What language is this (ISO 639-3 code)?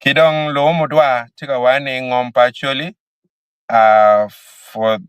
ach